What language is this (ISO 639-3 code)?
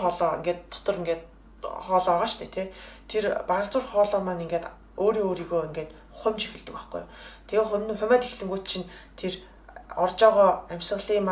mon